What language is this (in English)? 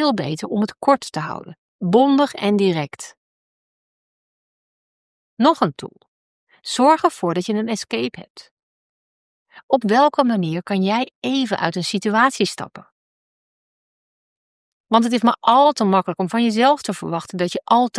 Dutch